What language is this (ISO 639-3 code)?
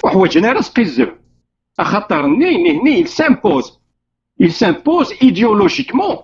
kab